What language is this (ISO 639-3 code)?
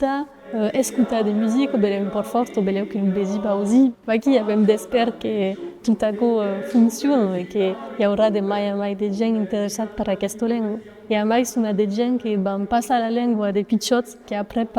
oci